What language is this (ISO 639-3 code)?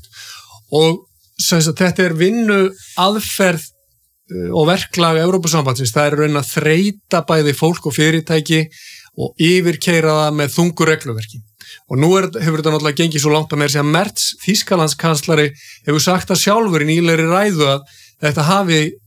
isl